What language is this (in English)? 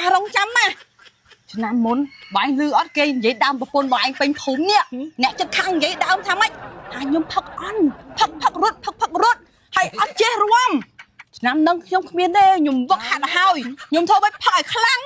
Khmer